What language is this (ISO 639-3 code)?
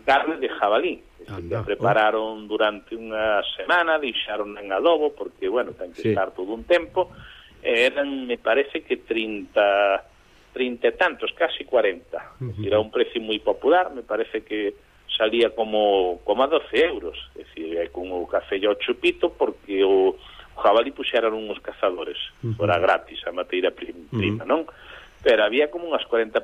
glg